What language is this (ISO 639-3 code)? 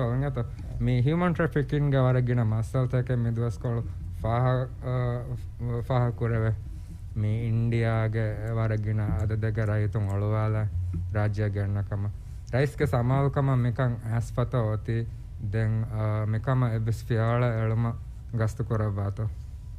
div